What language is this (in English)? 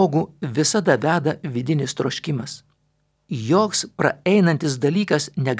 Lithuanian